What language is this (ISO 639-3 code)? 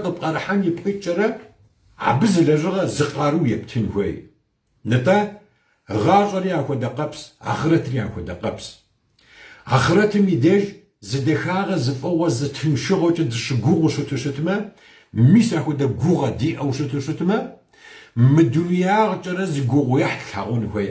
kbd